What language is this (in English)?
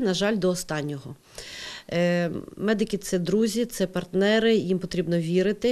Ukrainian